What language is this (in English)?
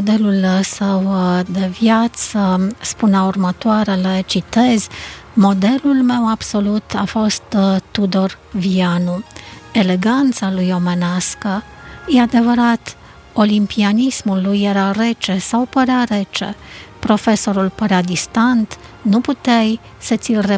Romanian